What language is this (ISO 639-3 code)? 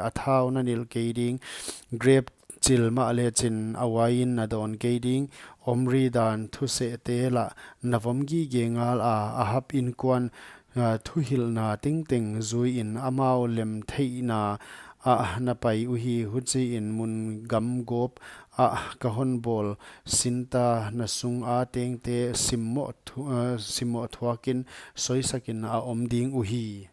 pck